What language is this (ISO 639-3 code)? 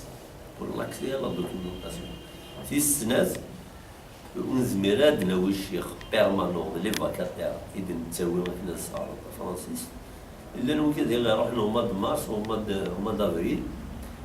kab